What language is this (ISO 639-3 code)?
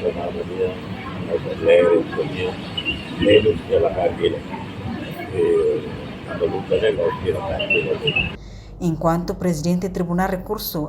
tet